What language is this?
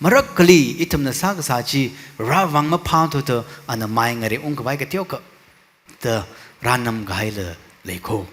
Tangkhul Naga (India)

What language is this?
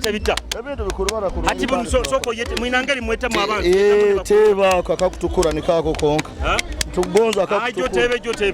Nyoro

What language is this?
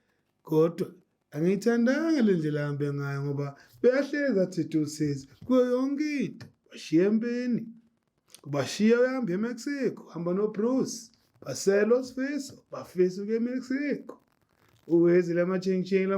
Zulu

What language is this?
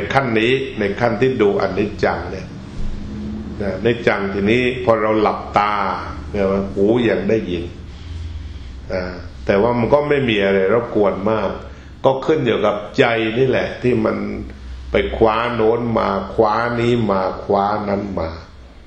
Thai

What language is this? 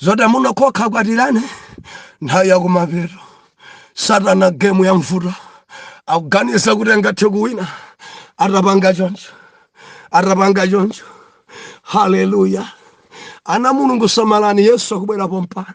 Nyanja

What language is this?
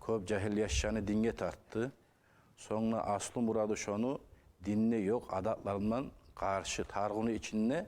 Kumyk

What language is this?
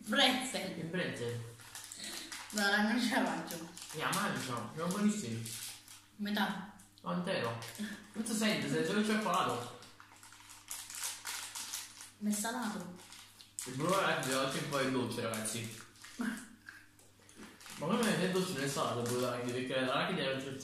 Italian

